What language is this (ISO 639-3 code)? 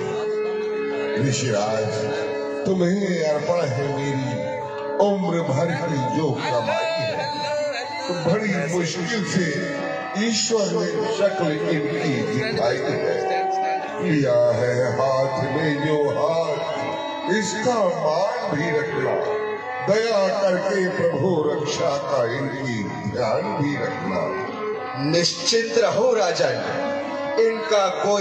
hin